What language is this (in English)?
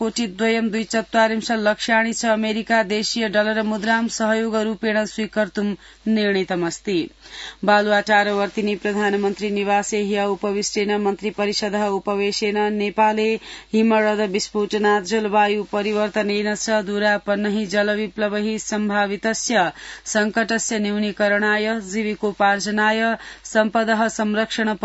Sanskrit